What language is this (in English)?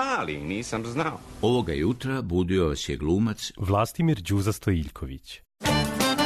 Serbian